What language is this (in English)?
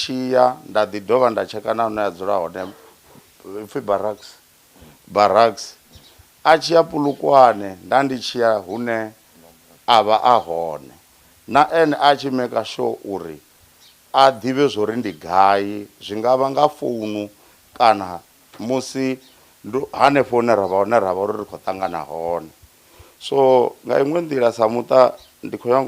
Venda